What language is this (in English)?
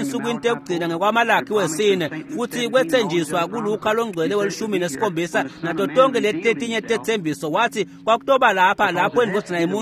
Swati